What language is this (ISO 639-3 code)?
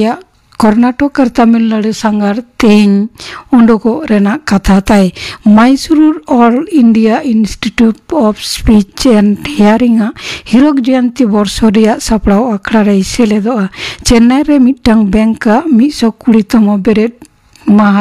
sat